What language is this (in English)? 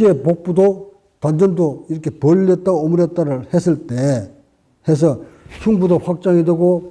Korean